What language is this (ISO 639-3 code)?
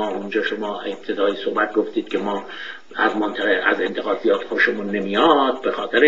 fas